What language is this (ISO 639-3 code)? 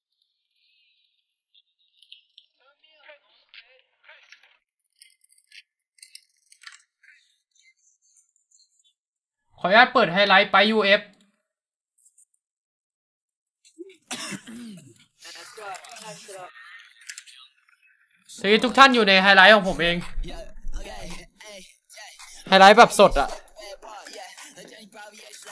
tha